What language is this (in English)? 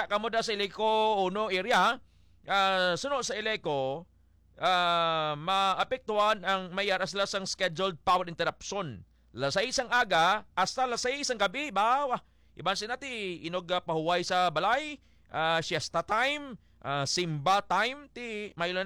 Hiligaynon